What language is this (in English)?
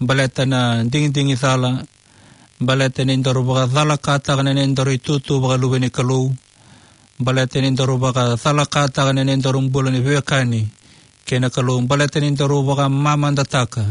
Fijian